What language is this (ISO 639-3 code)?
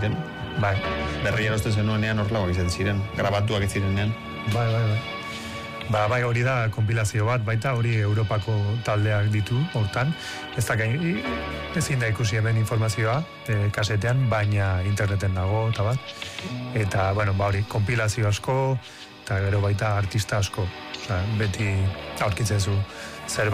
eus